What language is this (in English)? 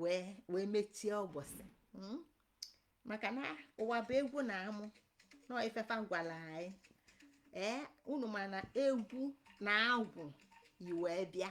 Igbo